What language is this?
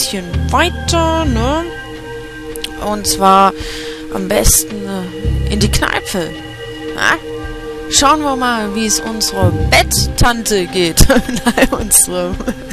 German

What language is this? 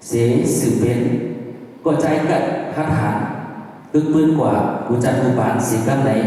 Shan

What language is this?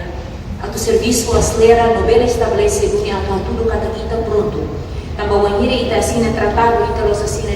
Tetum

